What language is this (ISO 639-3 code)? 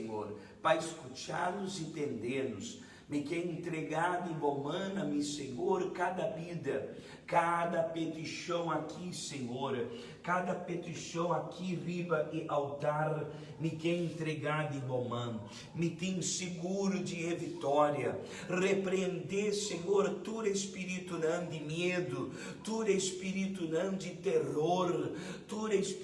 pap